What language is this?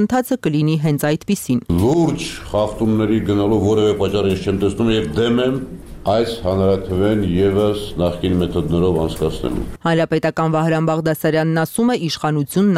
Armenian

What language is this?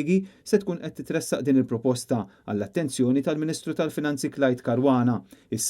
Maltese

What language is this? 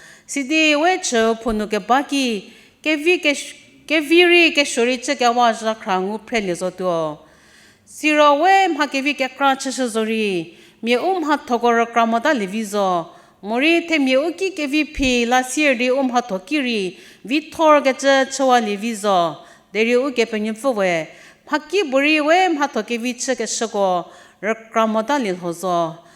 Angami Naga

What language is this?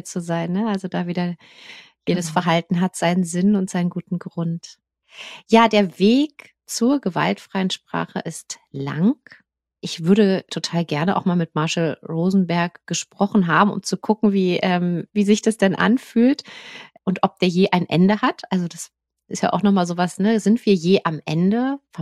German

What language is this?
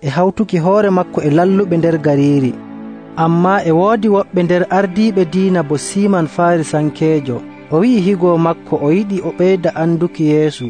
Nigerian Fulfulde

